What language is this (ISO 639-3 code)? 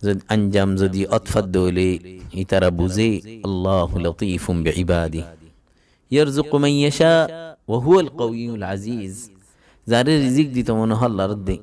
rhg